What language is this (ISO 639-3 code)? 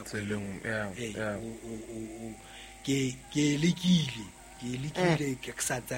sot